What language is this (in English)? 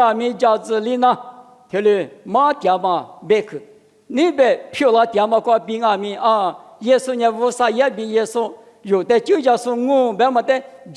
Lisu